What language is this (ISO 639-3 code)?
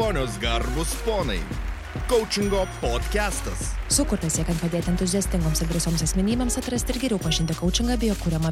lit